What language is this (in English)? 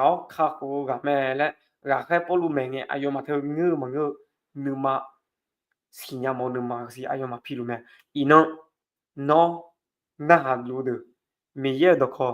Akha